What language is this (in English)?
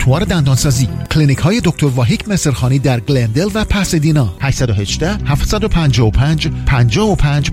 Persian